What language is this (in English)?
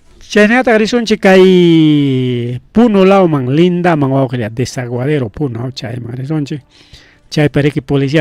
Ayacucho Quechua